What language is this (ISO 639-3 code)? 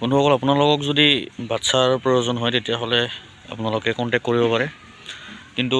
asm